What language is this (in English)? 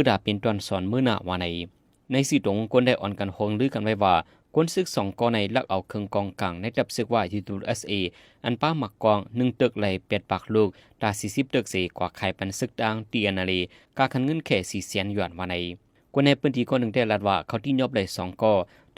Shan